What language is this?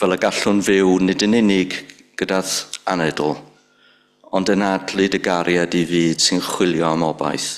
Welsh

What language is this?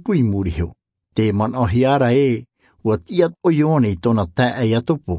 Tahitian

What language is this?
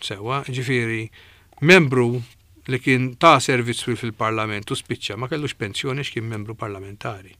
Maltese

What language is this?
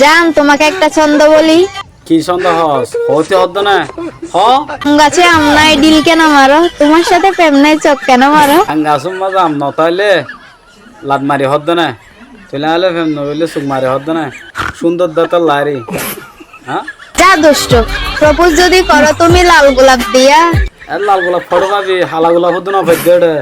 Rohingya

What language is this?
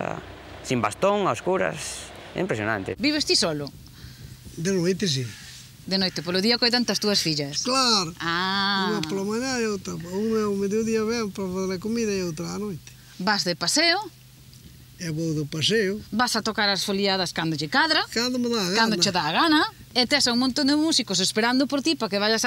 Galician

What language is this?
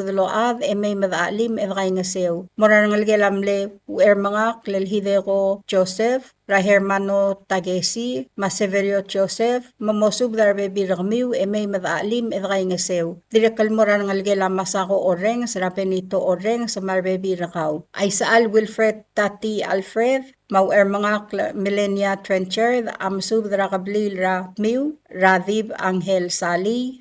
Palauan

